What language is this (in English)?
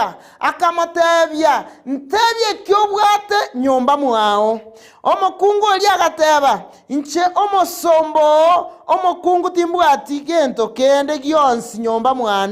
Gusii